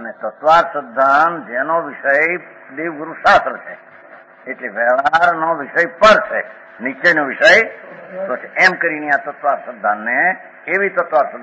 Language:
Gujarati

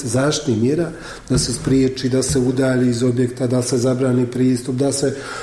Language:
Croatian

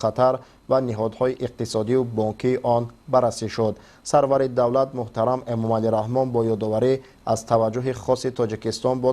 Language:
Tajik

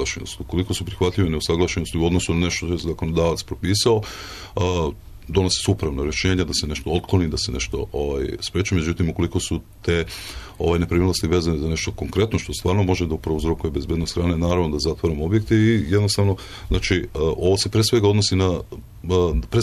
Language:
Serbian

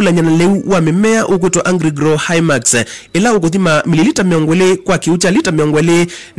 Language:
Kamba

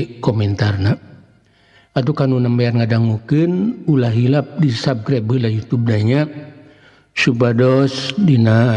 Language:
Sundanese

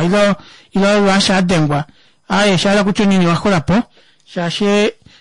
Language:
Kuanyama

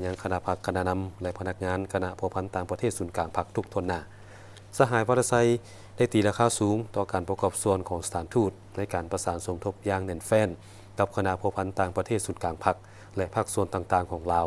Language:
Lao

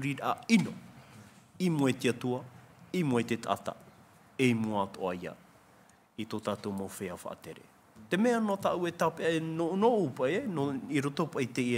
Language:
Tahitian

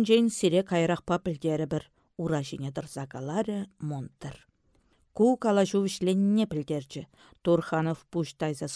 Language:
Chuvash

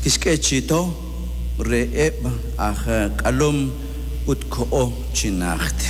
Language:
Kekchí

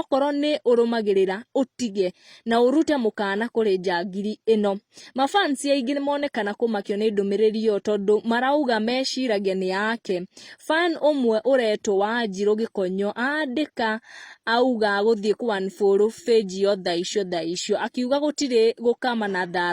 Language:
Kikuyu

